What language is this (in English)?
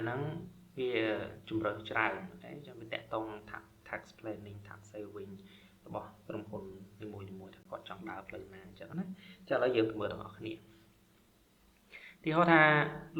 Khmer